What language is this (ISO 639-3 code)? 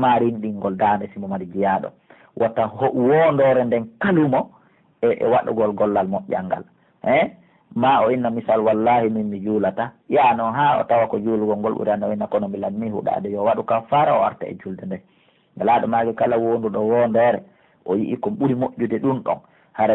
fuf